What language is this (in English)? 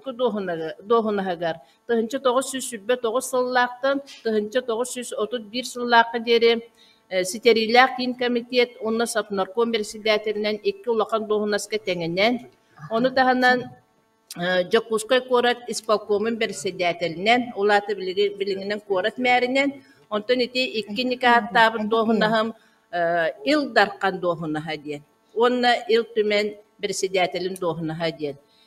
Yakut